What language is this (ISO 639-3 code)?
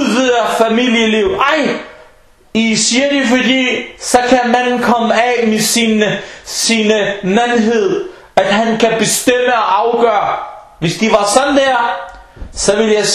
dan